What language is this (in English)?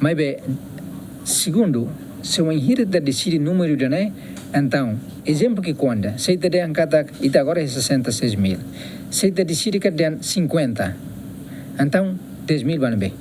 Tetum